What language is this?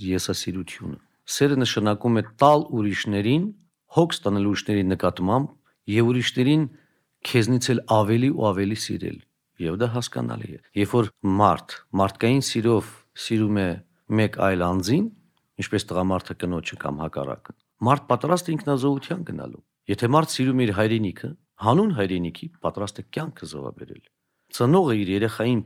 Armenian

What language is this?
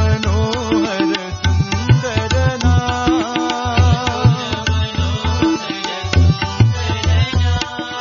Telugu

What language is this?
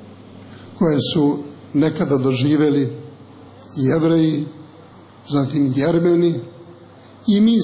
Serbian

